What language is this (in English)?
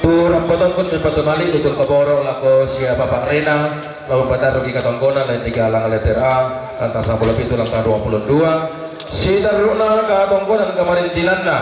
Toraja-Sa'dan